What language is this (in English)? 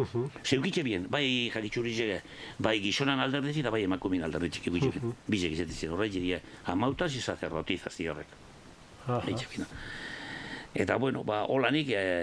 Basque